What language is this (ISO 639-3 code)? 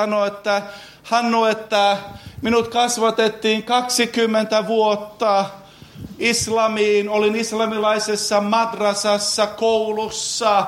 fin